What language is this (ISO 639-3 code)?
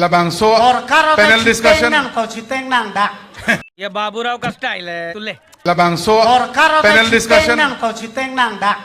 mjw